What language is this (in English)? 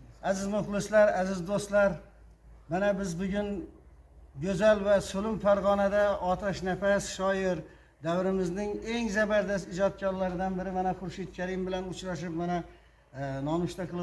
Uzbek